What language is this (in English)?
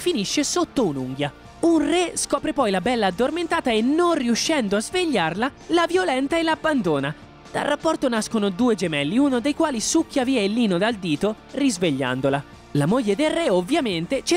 Italian